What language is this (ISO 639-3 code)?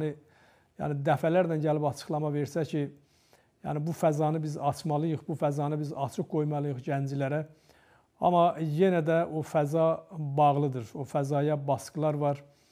aze